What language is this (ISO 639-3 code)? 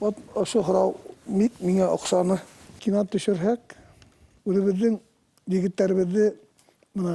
bak